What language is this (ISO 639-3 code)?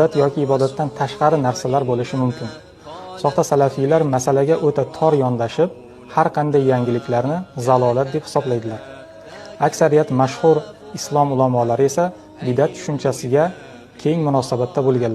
uzb